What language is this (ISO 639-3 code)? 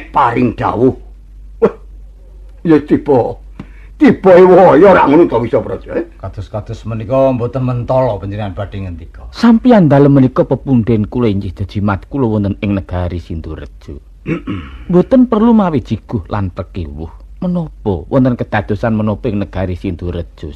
jav